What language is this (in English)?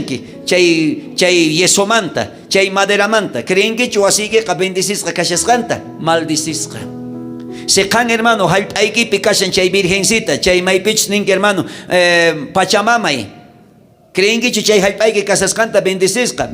South Bolivian Quechua